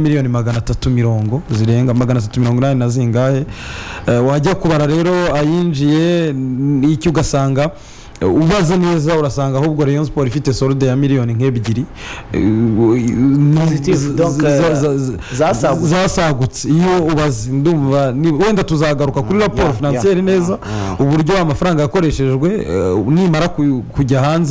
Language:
Kinyarwanda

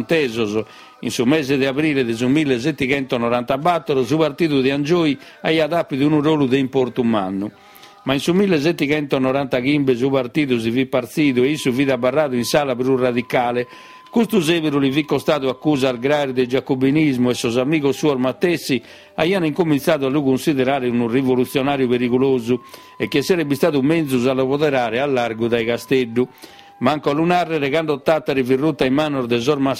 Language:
Sardinian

